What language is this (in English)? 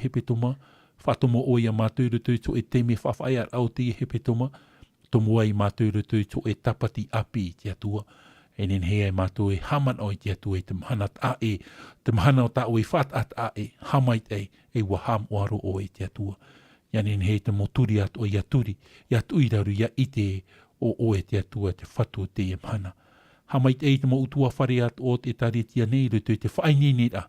Tahitian